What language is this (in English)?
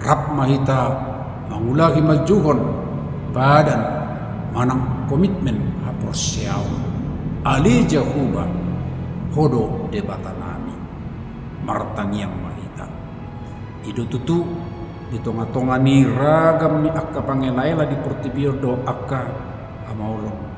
Batak Toba